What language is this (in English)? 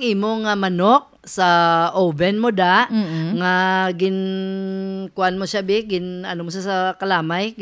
Hiligaynon